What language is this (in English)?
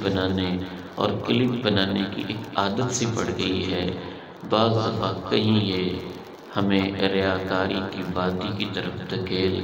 Urdu